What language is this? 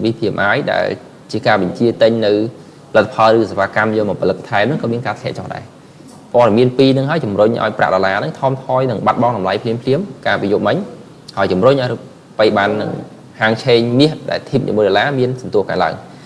Khmer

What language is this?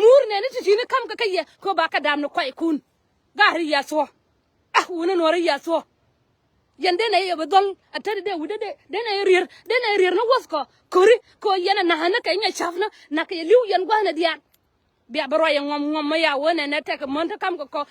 Nuer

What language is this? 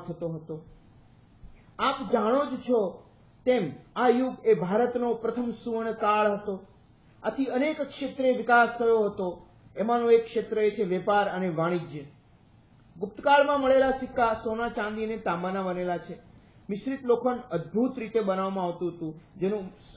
Gujarati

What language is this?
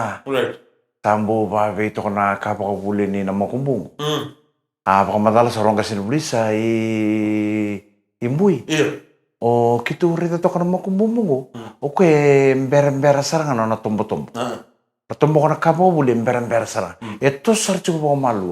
Fijian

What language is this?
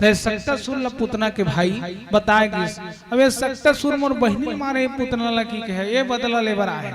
Chhattisgarhi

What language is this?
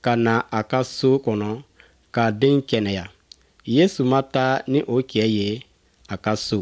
Bambara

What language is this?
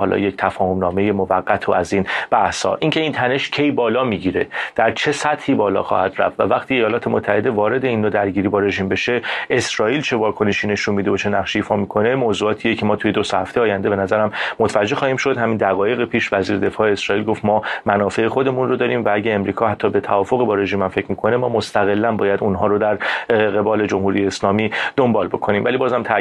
Persian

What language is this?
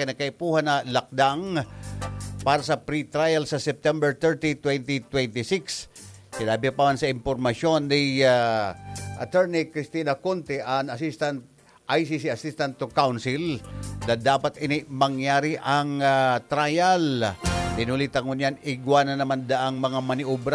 Bikol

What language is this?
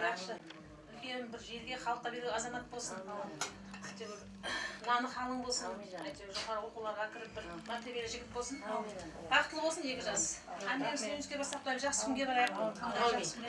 Kara-Kalpak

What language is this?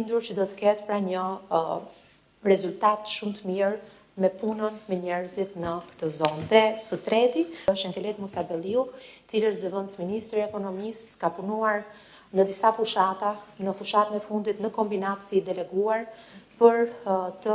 Albanian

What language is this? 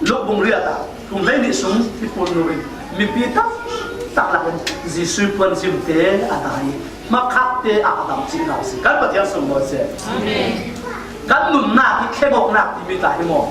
Falam Chin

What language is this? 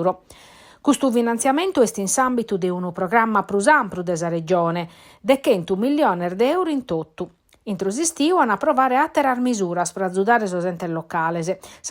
Sardinian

